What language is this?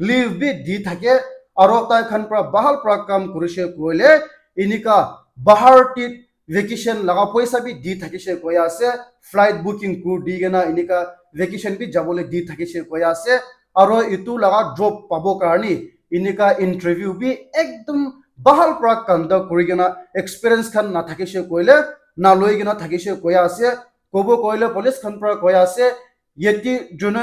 Naga Pidgin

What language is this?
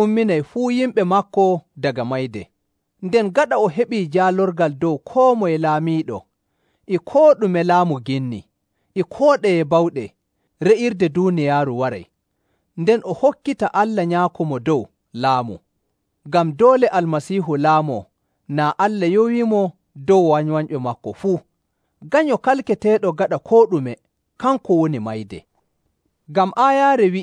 Nigerian Fulfulde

